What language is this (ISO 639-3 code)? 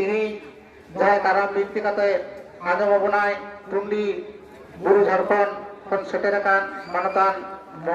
sat